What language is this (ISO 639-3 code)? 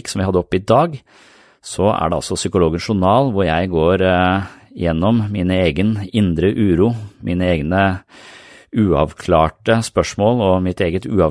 nor